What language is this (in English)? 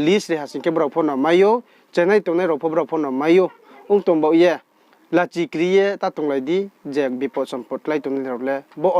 Riang (India)